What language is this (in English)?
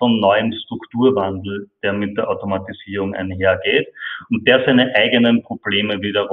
German